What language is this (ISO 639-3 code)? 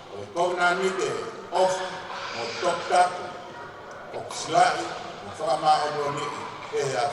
ton